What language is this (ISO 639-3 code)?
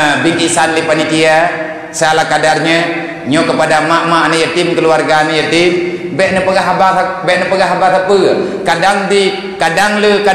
ace